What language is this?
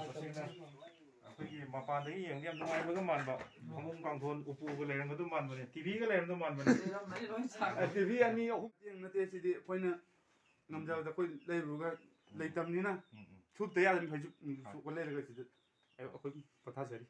Manipuri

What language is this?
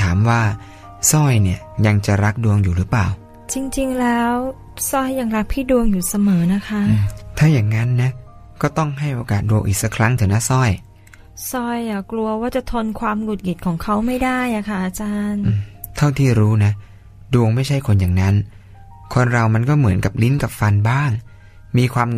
Thai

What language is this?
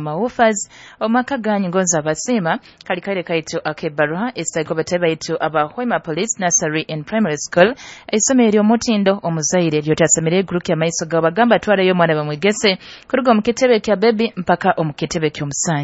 Nyoro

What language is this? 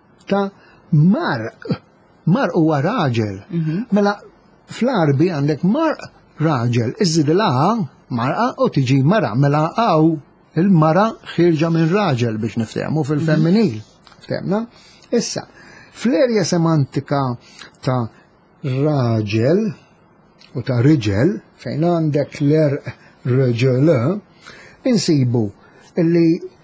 Maltese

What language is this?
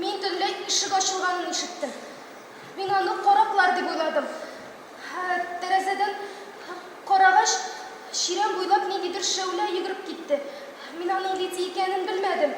Tatar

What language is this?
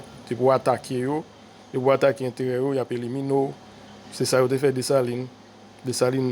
Haitian Creole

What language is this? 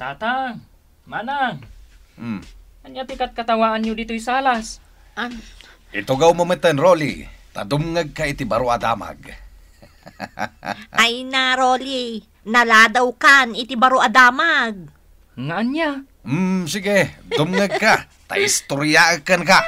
Iloko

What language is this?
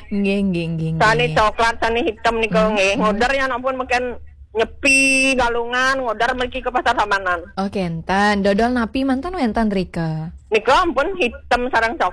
Balinese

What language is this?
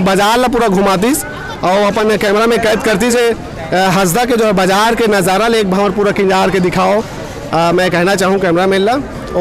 Chhattisgarhi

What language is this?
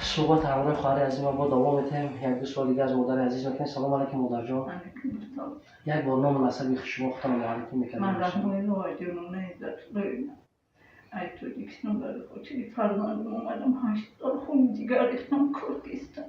Tajik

